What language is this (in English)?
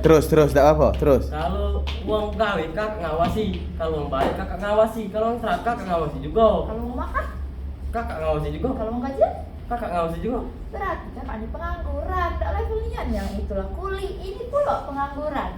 Musi